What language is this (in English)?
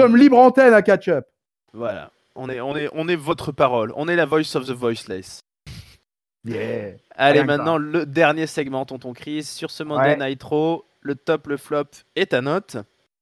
French